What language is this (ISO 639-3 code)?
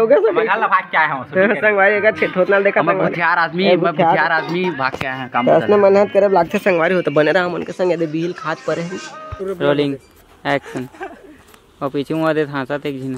hne